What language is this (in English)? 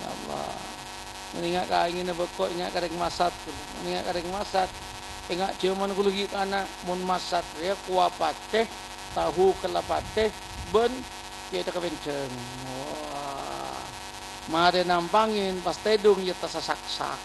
Madurese